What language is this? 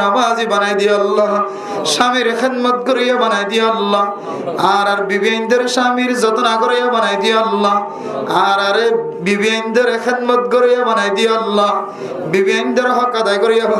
Rohingya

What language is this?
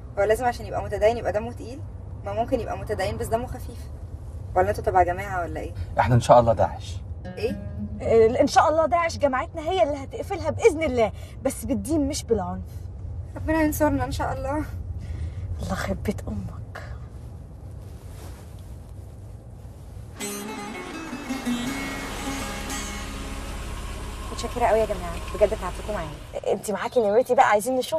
Egyptian Arabic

